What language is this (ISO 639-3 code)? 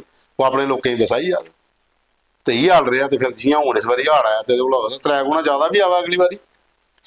doi